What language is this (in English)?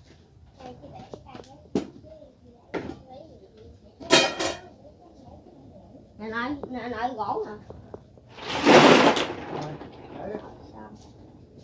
Vietnamese